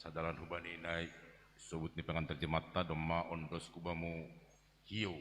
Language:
Batak Simalungun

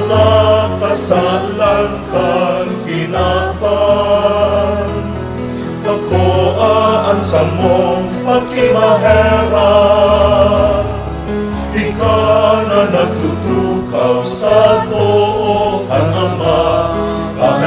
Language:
Bikol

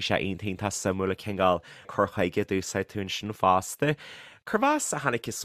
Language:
Irish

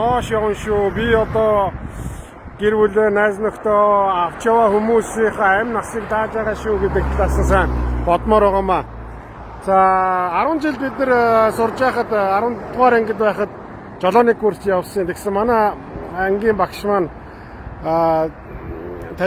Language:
Mongolian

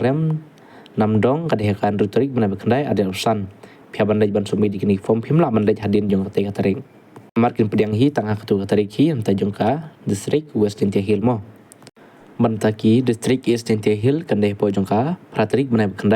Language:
Khasi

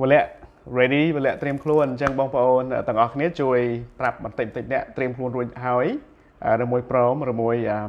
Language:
Khmer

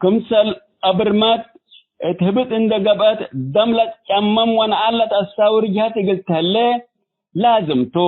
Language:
Tigre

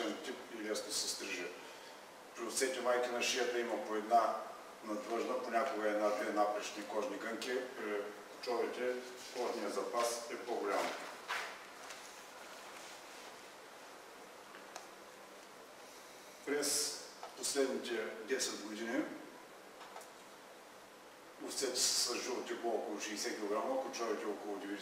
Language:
Bulgarian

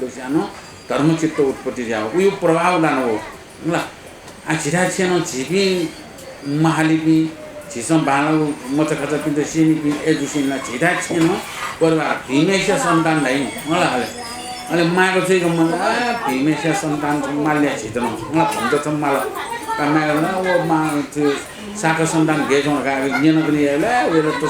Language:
Newari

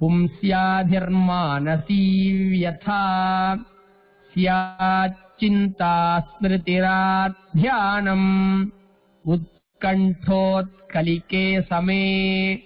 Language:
Sanskrit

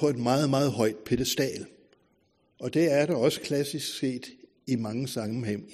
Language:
Danish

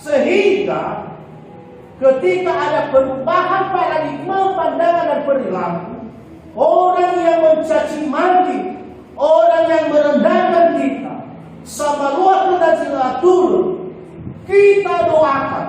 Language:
Nias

